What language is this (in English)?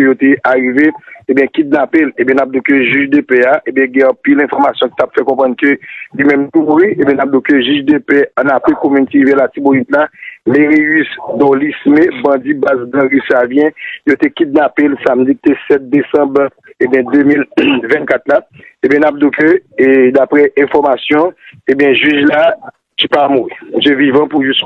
Haitian Creole